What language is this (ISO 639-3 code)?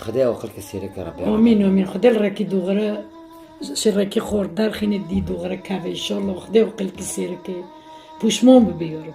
kur